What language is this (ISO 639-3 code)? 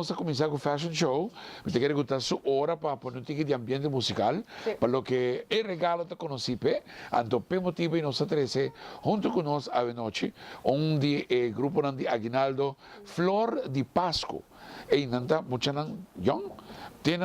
pap